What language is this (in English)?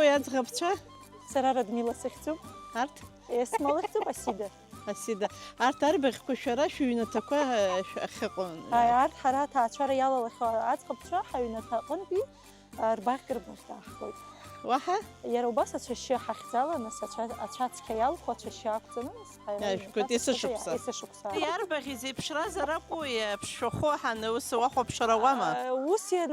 Abkhazian